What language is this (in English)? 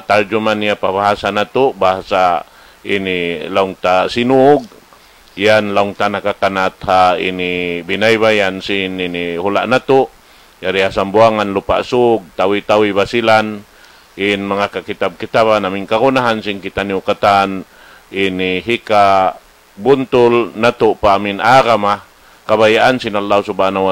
Tausug